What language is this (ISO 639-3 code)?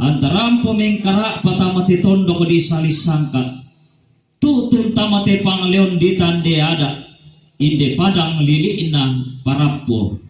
sda